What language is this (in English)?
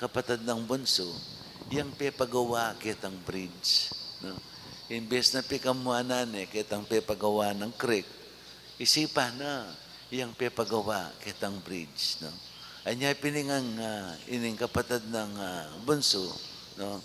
Pampanga